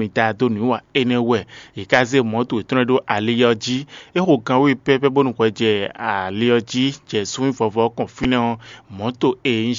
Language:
Fon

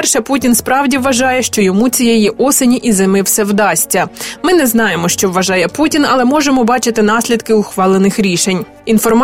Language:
Ukrainian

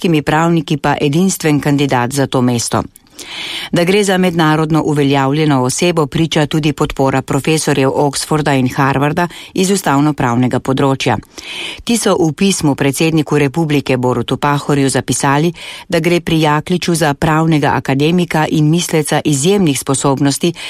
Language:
Slovenian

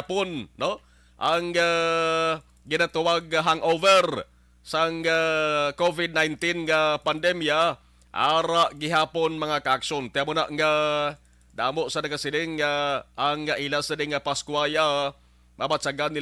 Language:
Hiligaynon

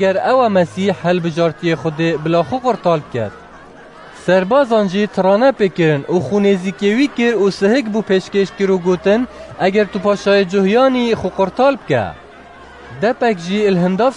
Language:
Kurdish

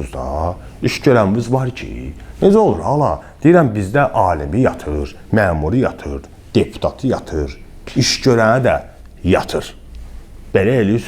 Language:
Azerbaijani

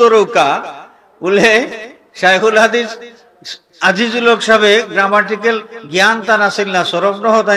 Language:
Sylheti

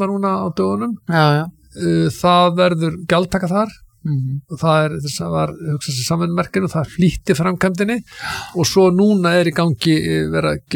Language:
Icelandic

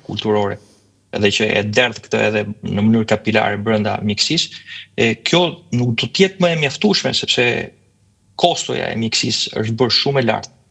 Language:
Albanian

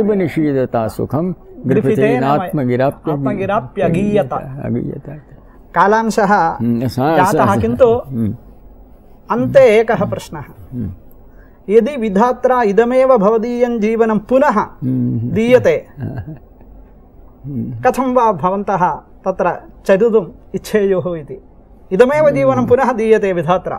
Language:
Sanskrit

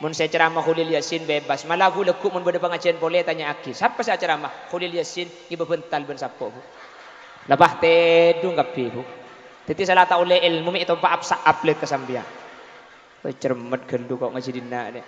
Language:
Madurese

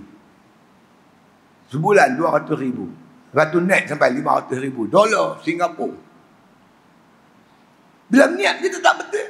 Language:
Malay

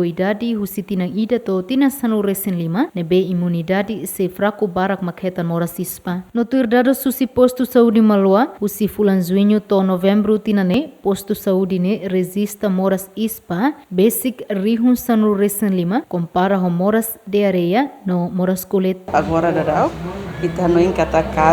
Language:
Tetum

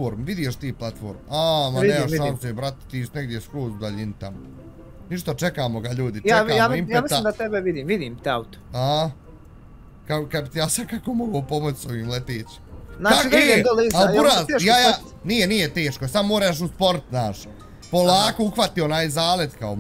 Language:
Bosnian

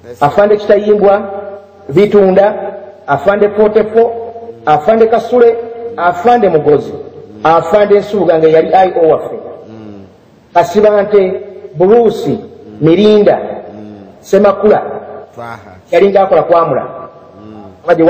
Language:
Ganda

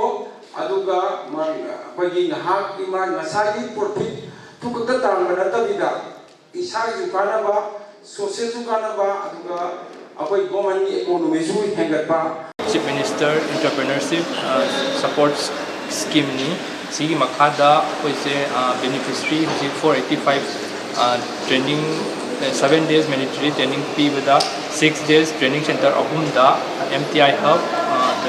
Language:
Manipuri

